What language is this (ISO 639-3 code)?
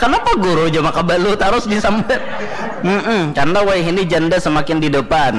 bjn